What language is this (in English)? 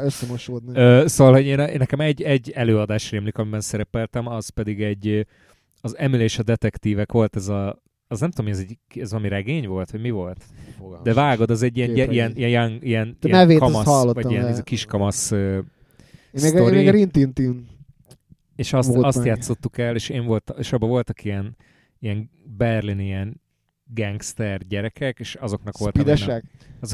Hungarian